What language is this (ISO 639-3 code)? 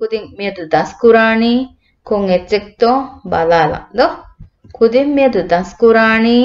div